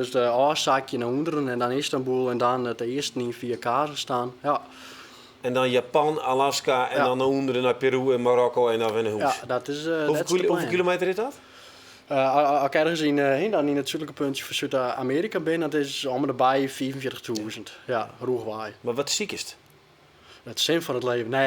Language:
Western Frisian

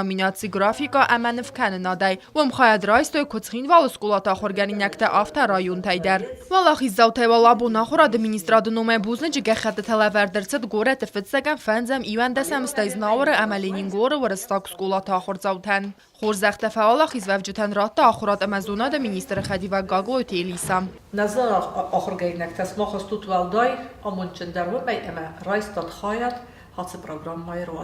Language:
Ossetic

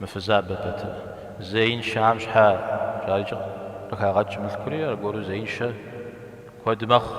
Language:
Kabardian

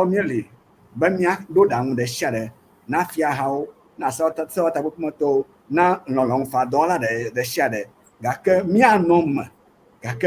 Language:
Ewe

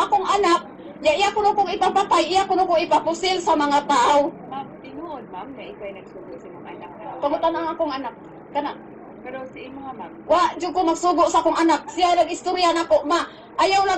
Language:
Cebuano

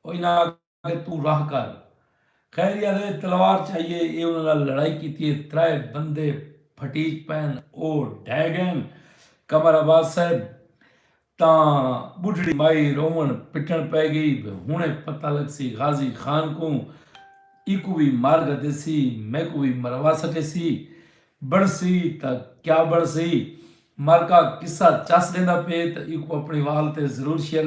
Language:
Saraiki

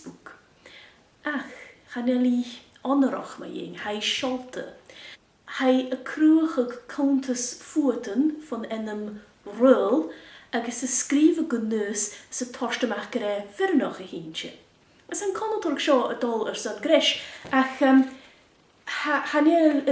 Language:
Scottish Gaelic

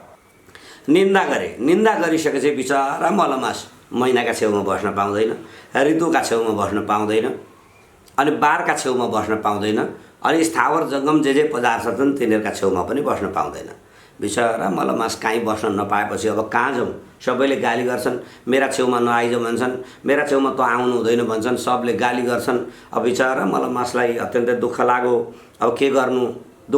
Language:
Nepali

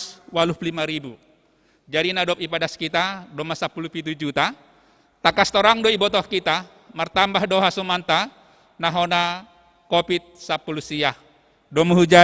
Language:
Batak Simalungun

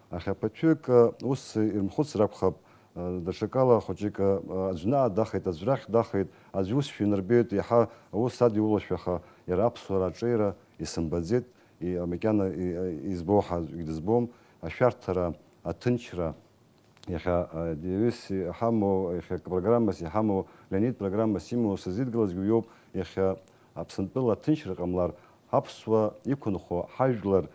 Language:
Abkhazian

